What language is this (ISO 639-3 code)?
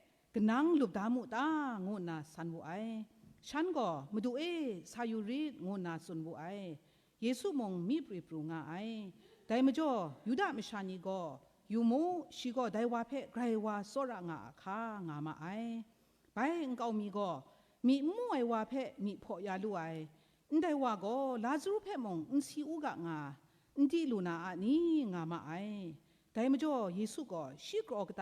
kac